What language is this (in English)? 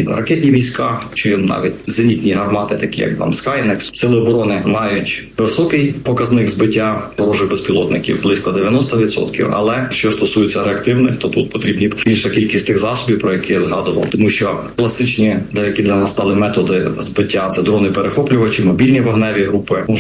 Ukrainian